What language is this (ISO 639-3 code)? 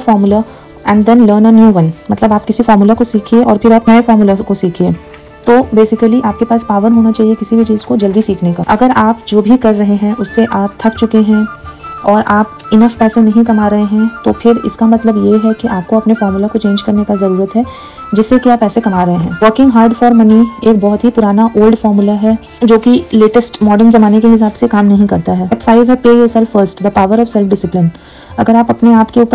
hin